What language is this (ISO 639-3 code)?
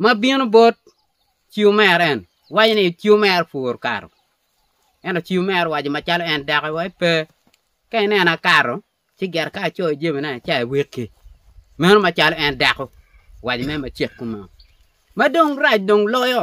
ach